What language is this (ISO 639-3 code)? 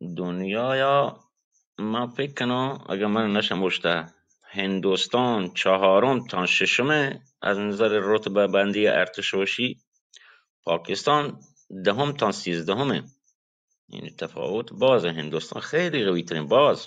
bal